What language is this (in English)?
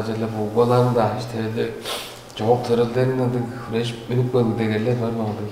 Tuvinian